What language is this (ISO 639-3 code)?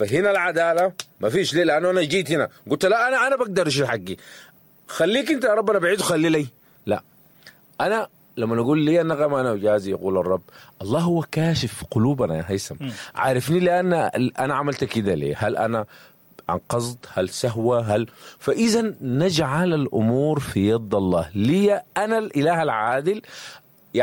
apd